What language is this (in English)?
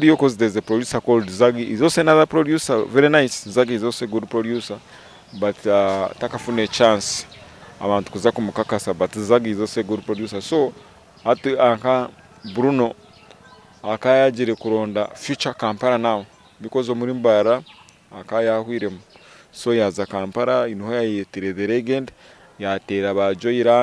Nyankole